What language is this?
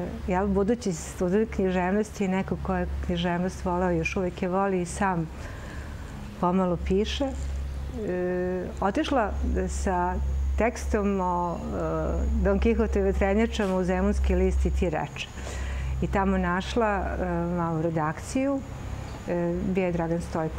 Serbian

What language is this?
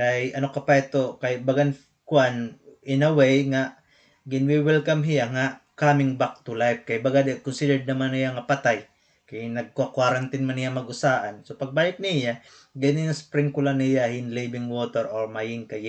Waray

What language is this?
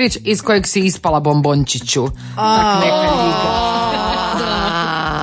Croatian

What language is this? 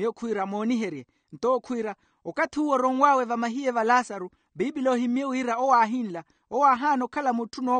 Makhuwa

